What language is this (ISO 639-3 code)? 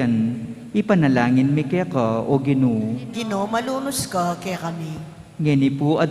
pam